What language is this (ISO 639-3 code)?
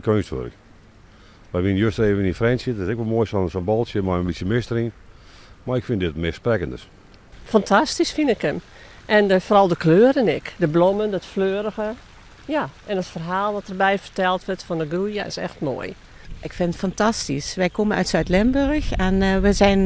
fry